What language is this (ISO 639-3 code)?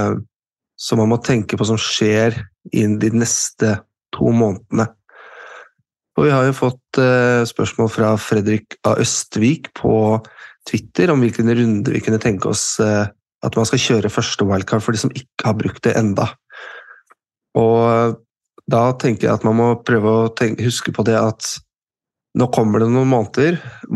nor